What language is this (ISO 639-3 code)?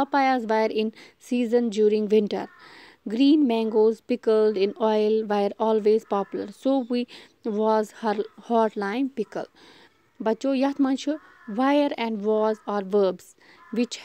kas